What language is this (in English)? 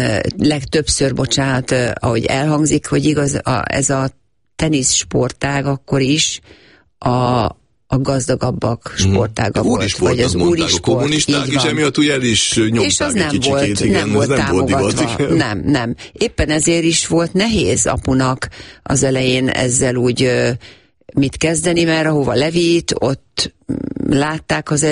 Hungarian